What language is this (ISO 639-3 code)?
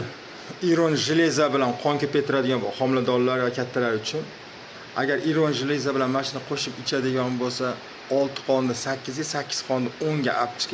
uzb